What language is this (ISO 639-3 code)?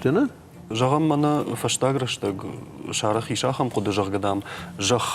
oss